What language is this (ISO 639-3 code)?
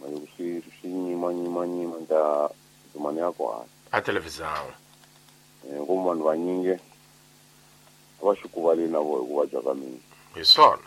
tso